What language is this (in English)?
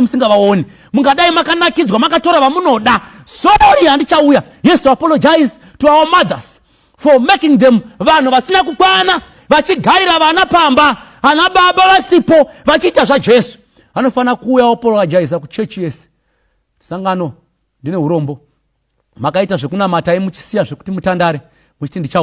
Shona